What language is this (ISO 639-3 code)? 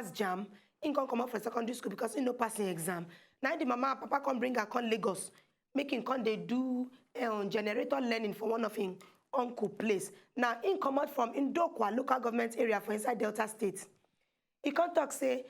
pcm